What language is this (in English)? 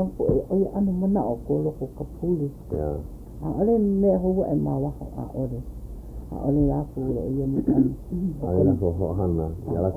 Hawaiian